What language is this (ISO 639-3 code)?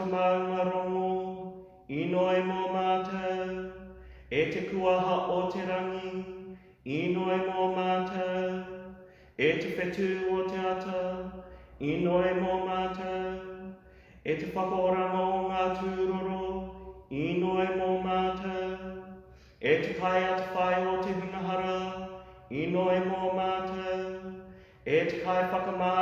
mri